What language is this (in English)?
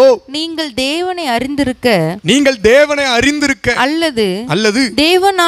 Tamil